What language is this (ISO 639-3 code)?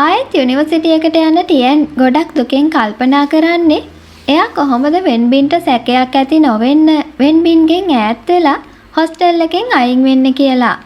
sin